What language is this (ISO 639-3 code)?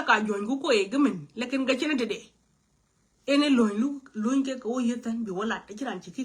nus